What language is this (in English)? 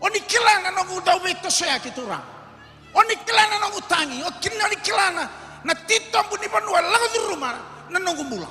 Fijian